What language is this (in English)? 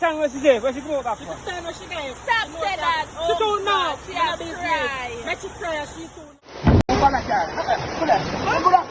Jamaican Creole English